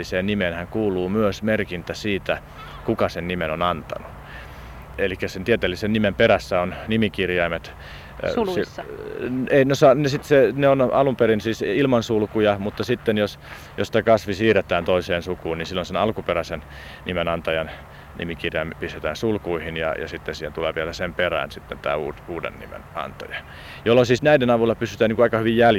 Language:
Finnish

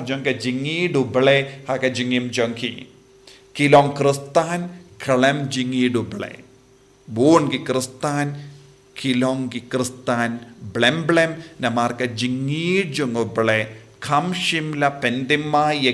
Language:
Khasi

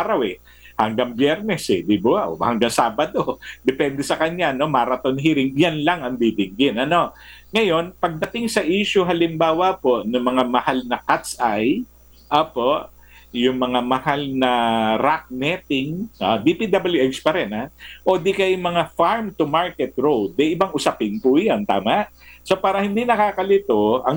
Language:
Filipino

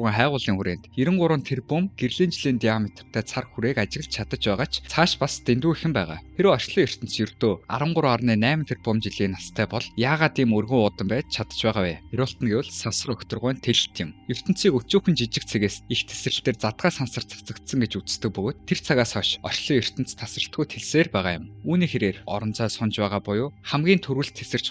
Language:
Mongolian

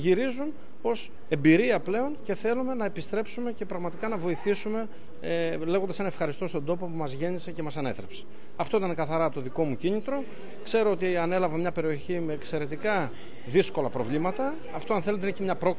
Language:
Greek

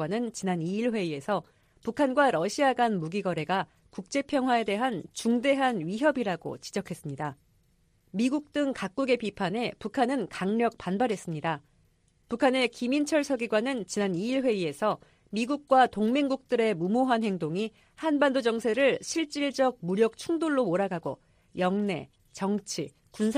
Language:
Korean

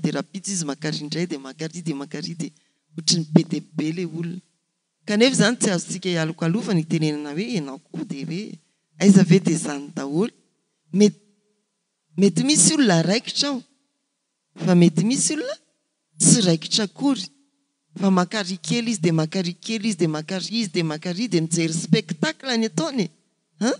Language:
Malagasy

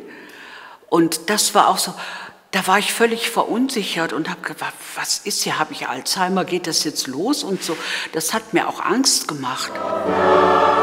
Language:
German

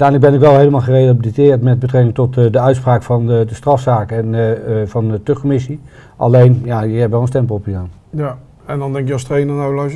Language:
Dutch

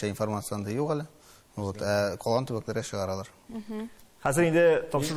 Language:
Tatar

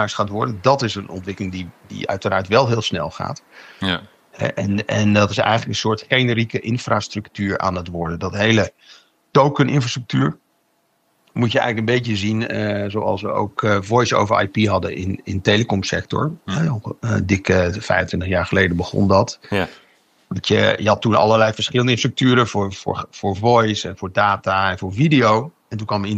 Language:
Dutch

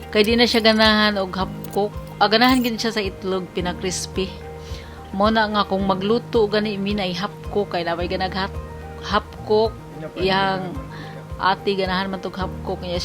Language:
Cebuano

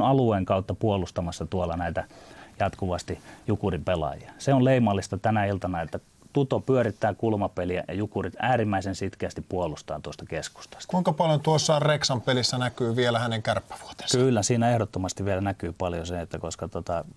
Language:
Finnish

